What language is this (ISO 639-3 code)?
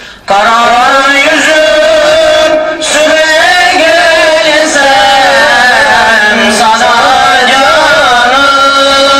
tur